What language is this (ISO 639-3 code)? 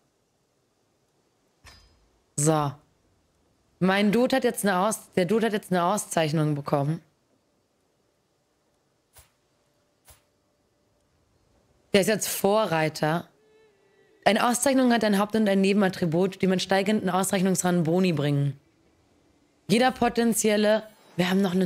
deu